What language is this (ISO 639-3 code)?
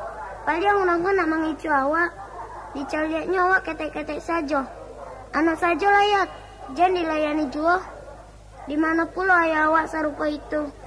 min